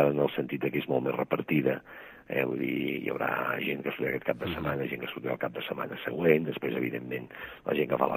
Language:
Catalan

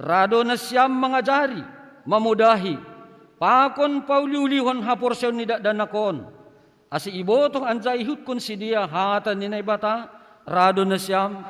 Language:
Batak Simalungun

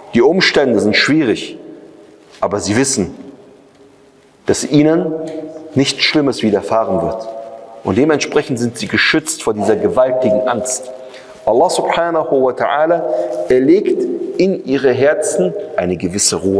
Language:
German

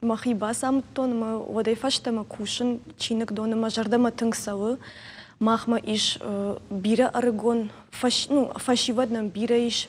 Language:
Ossetic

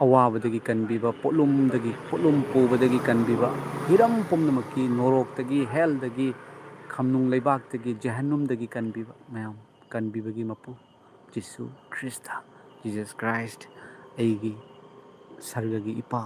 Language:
Manipuri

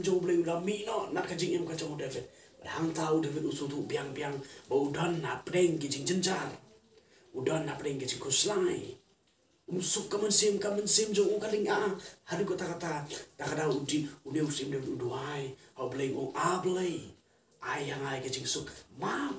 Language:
Khasi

